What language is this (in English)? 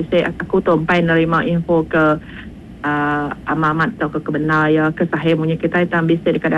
Iban